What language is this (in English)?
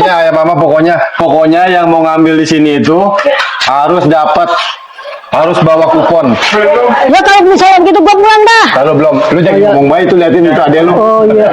Betawi